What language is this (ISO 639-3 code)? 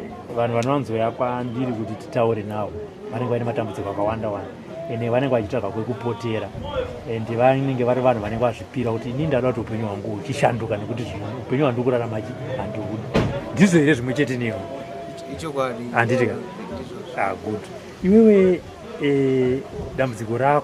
sna